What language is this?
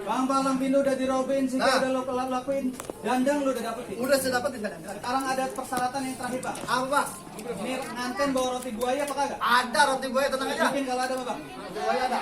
Betawi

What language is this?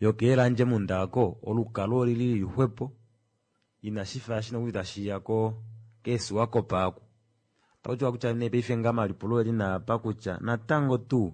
Kuanyama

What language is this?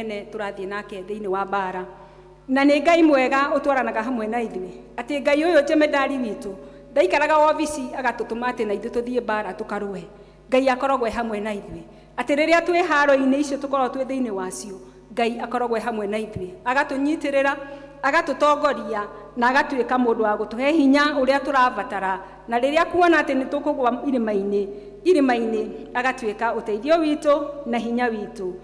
Kikuyu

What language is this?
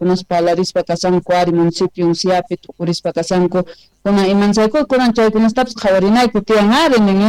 South Bolivian Quechua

